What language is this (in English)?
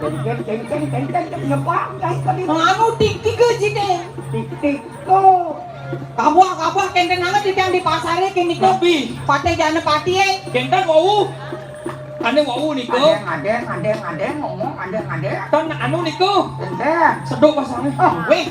Balinese